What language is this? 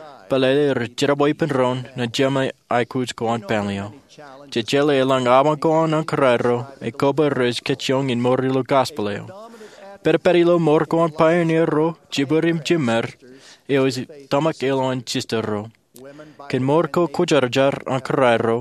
Marshallese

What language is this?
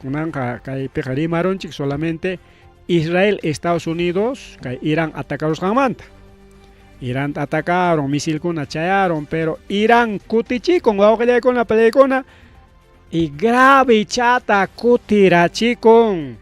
Ayacucho Quechua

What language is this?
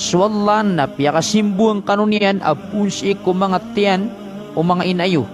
Maranao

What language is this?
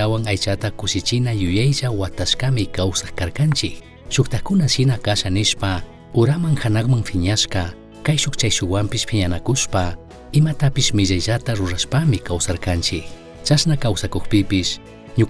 Chimborazo Highland Quichua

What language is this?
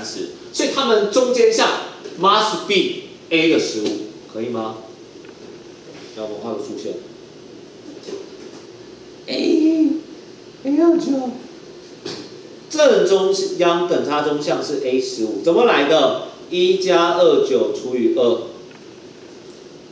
Chinese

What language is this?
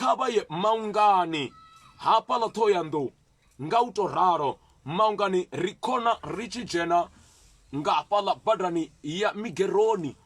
Venda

